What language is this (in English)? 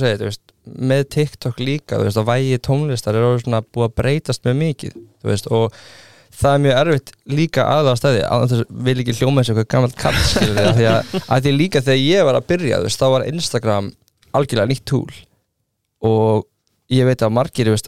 Icelandic